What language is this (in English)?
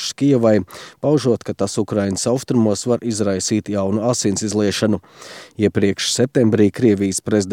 Latvian